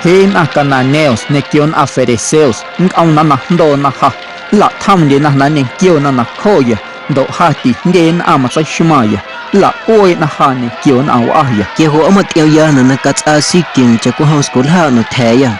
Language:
Guerrero Amuzgo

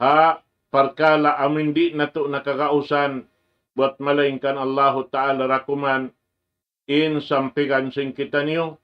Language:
Tausug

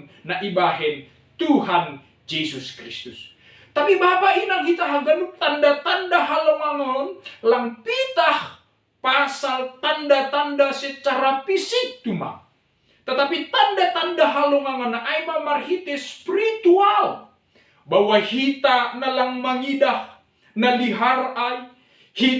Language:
Batak Simalungun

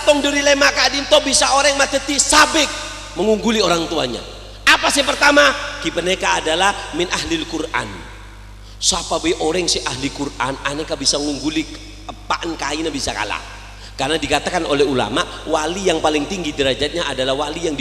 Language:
Madurese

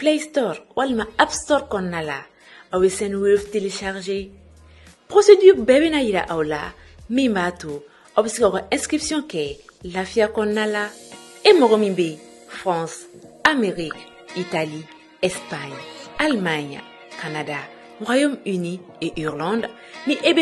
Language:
Bambara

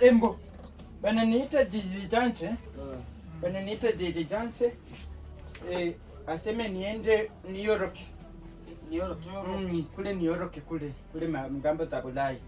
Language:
Swahili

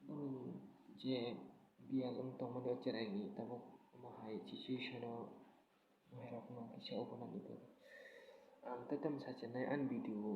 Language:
Kok Borok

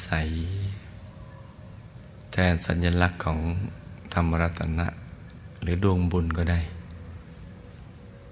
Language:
Thai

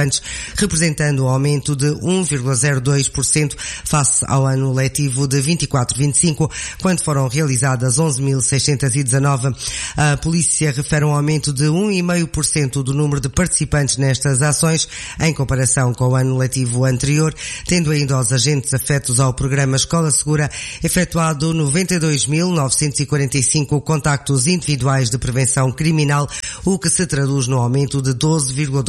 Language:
Portuguese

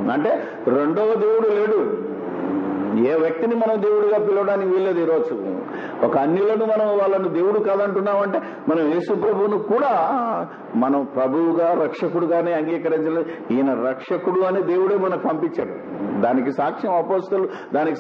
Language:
Telugu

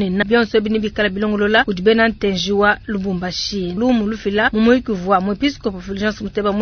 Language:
Luba-Lulua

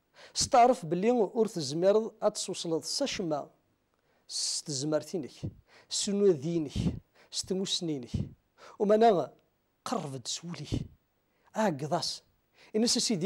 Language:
Kabyle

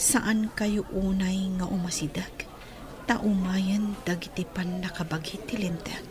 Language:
Iloko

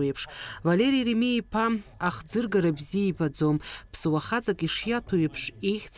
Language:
Abkhazian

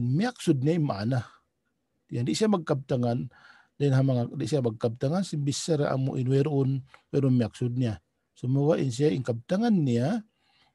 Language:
Tausug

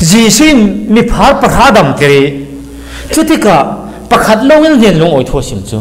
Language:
Falam Chin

